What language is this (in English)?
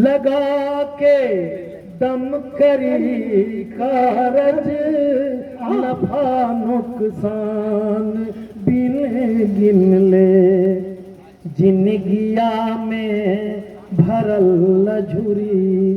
Magahi